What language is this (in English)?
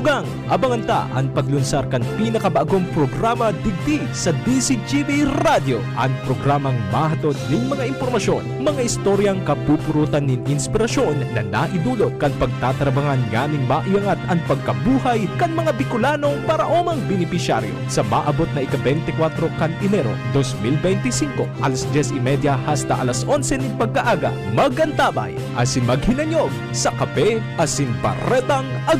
Bikol